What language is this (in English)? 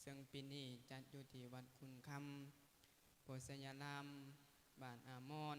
Lao